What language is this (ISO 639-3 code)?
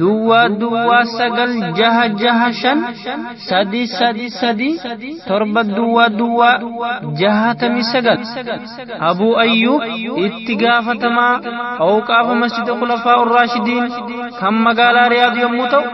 orm